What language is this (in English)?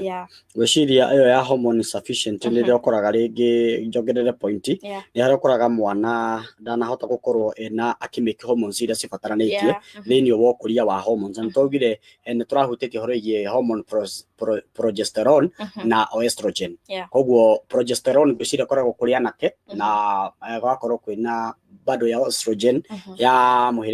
Kikuyu